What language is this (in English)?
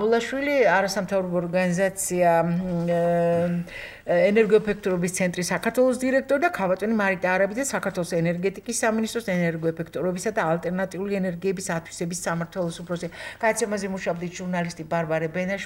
Georgian